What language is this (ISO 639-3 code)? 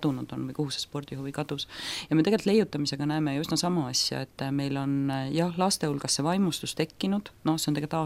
est